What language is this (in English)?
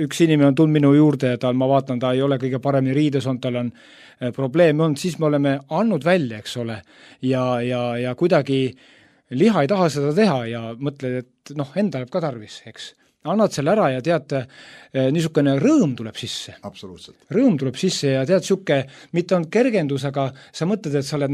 Estonian